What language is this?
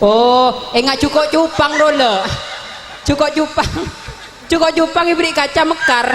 Madurese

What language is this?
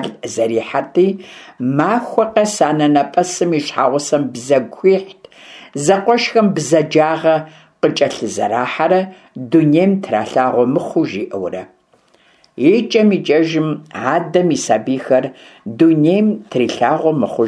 Kabardian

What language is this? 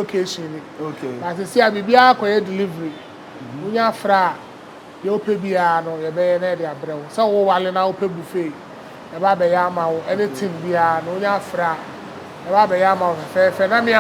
Akan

